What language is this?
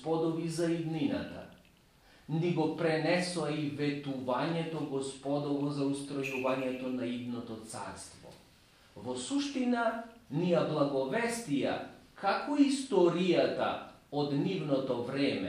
Macedonian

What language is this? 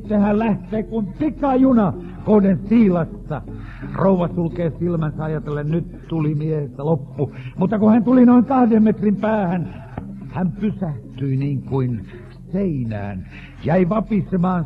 Finnish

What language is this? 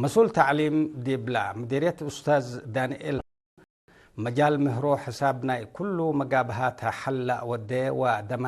Tigre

